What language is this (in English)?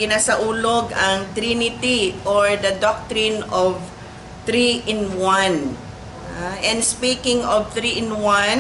Cebuano